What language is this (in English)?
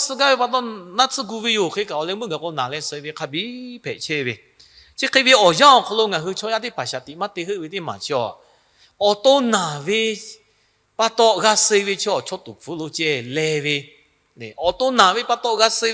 Lahu